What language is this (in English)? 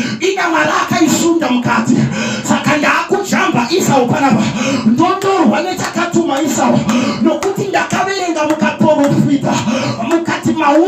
Shona